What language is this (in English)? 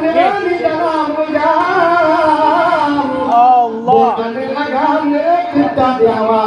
Achinese